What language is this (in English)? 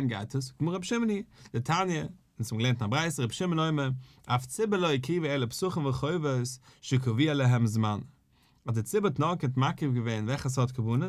Yiddish